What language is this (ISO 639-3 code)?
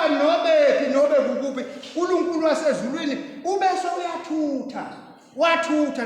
ssw